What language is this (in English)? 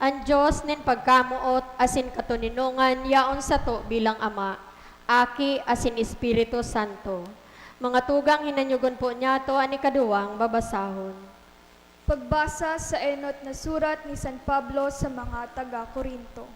Bikol